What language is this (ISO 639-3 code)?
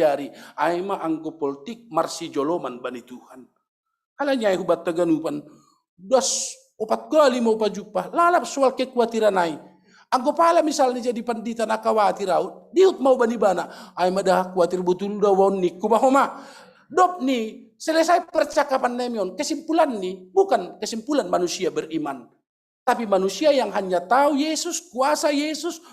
bts